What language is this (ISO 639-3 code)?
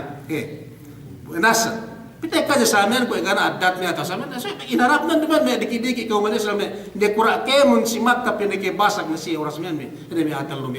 yka